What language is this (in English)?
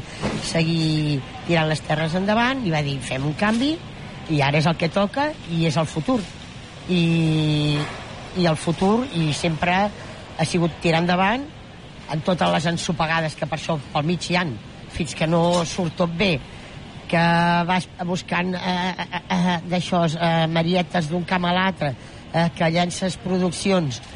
Catalan